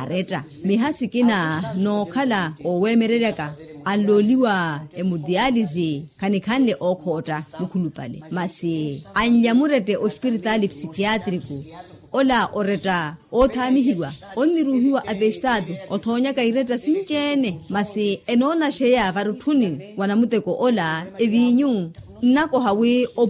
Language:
Makhuwa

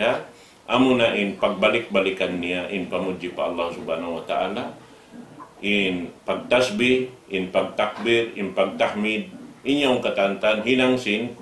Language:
Tausug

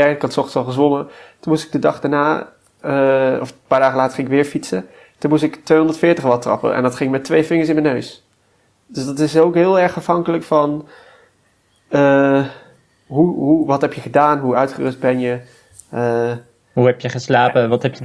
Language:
Dutch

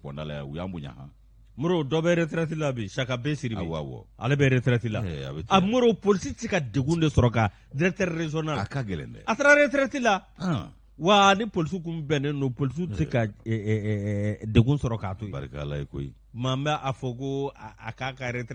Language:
Bambara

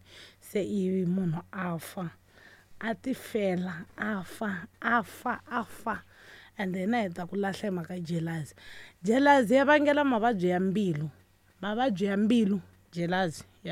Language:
Tsonga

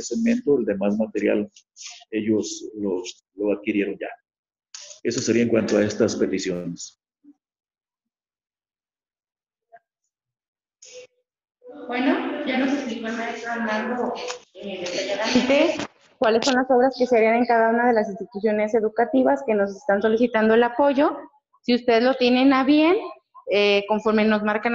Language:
Spanish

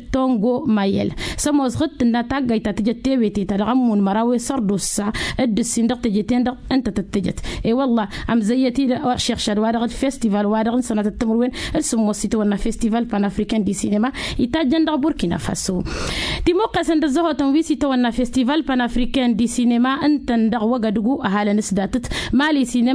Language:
Tamasheq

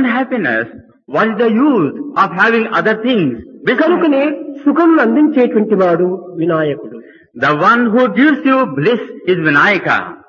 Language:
Telugu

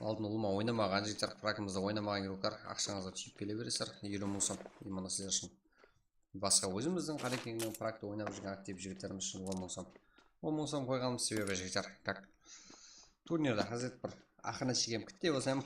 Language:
Kara-Kalpak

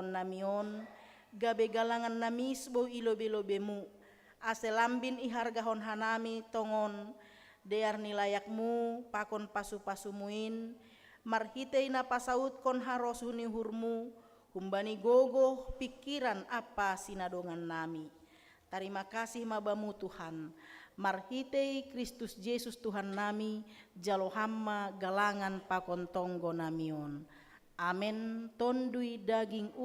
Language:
Batak Simalungun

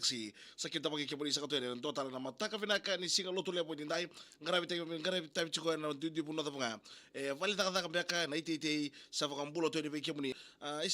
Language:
Fijian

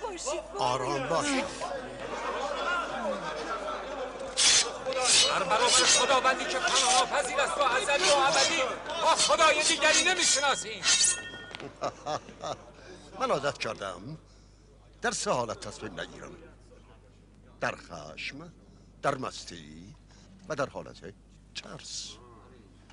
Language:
Persian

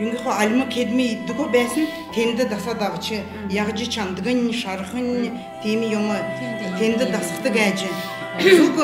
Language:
Kalmyk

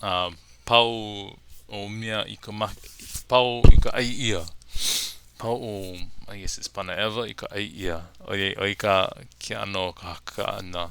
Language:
Hawaiian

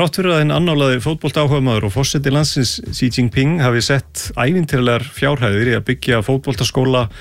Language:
Icelandic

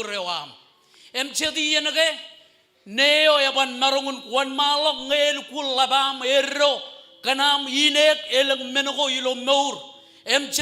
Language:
Marshallese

